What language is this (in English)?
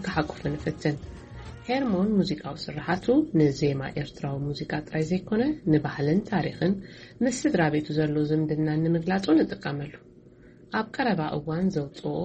Tigrinya